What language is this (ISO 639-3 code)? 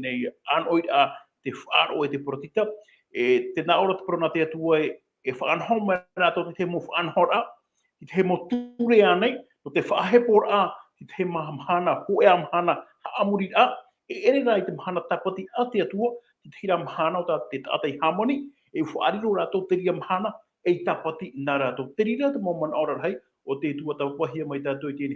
tah